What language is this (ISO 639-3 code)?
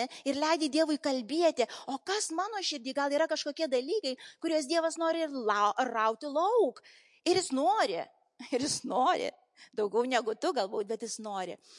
lit